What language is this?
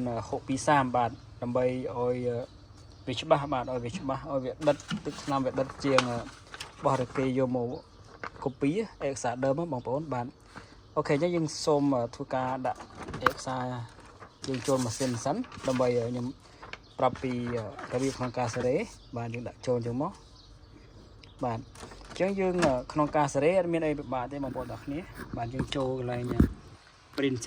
Khmer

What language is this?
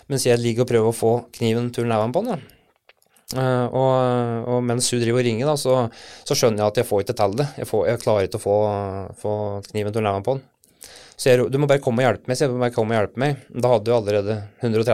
Norwegian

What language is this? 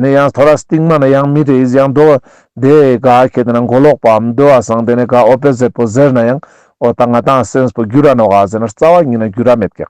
Ladakhi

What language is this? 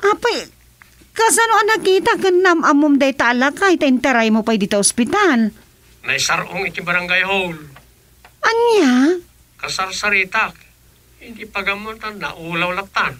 Iloko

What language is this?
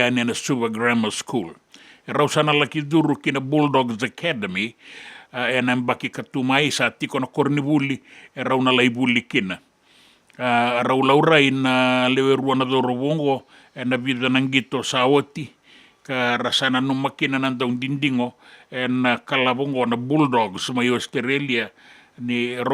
Fijian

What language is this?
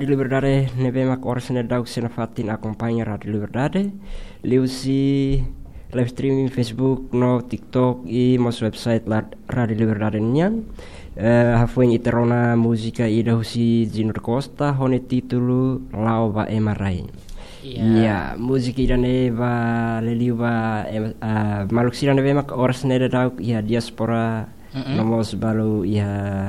Tetum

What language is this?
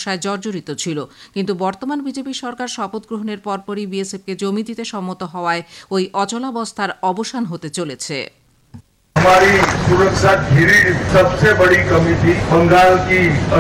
Bangla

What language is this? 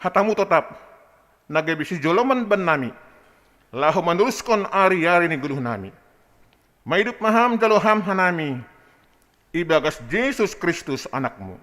Batak Simalungun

